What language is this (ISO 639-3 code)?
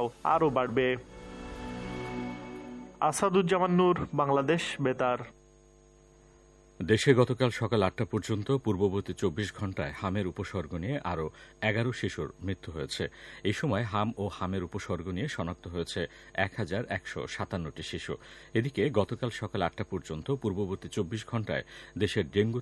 ben